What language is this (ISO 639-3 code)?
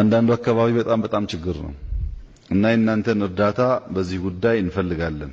amh